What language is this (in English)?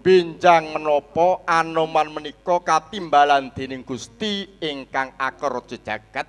Javanese